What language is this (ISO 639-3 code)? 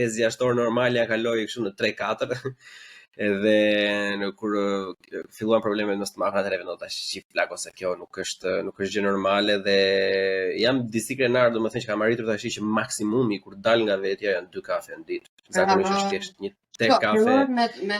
sqi